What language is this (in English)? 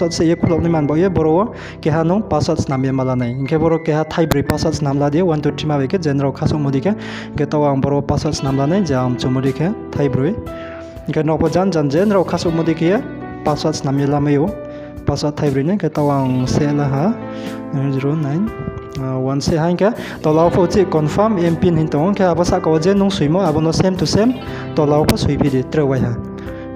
Riang (India)